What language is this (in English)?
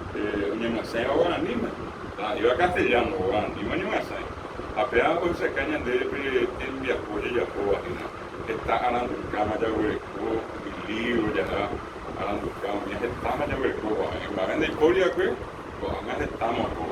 Guarani